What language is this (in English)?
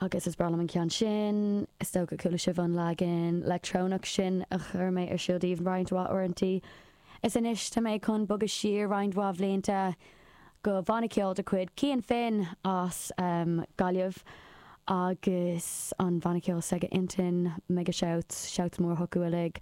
Irish